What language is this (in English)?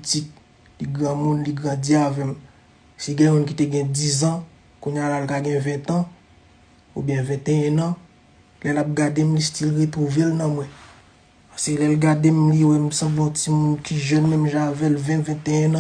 Haitian Creole